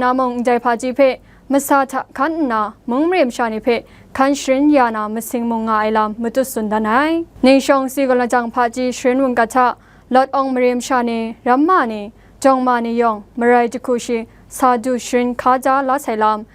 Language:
Kachin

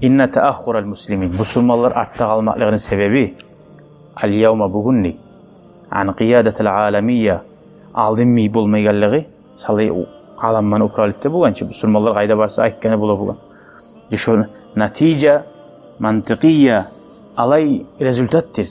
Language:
Kumyk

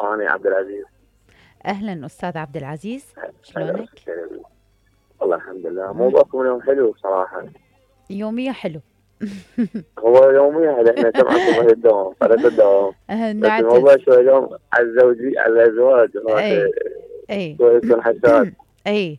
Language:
Mesopotamian Arabic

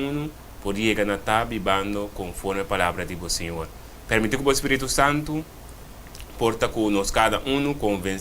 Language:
Papiamento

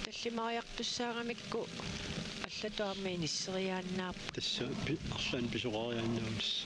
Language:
Kalaallisut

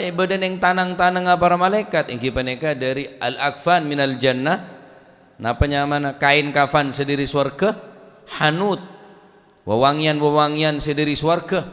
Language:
Madurese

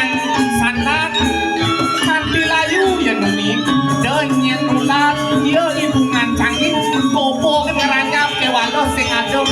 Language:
Balinese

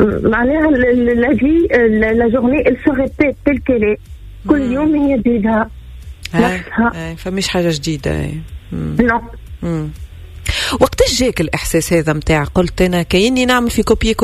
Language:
Tunisian Arabic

